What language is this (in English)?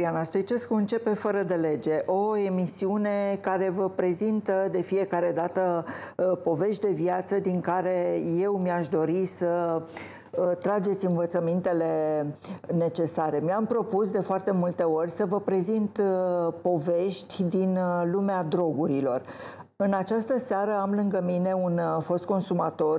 Romanian